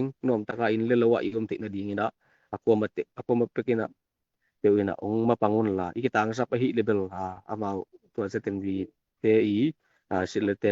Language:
Tedim Chin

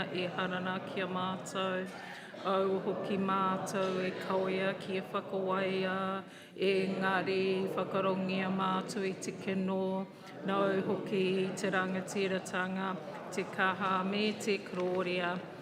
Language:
Māori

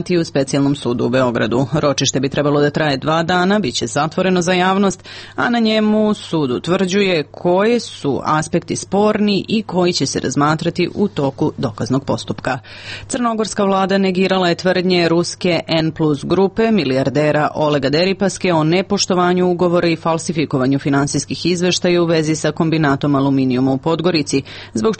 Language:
Serbian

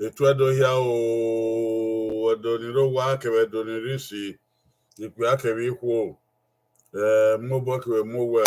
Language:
Bini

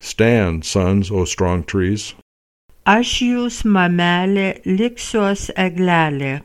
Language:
Lithuanian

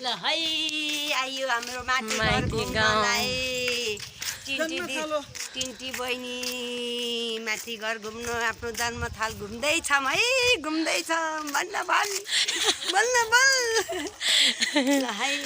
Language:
Nepali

